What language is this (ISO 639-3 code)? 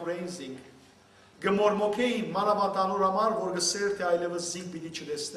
hyw